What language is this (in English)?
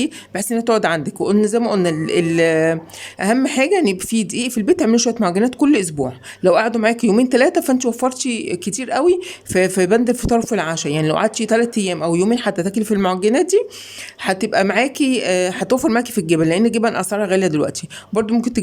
Egyptian Arabic